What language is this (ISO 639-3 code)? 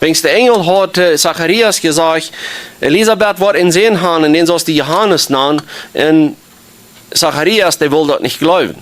pdt